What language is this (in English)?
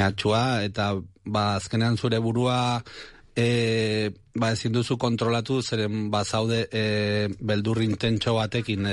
Basque